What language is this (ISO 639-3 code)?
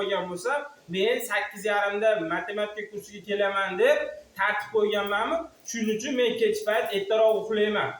uzb